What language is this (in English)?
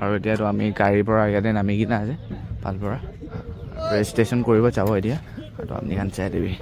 Naga Pidgin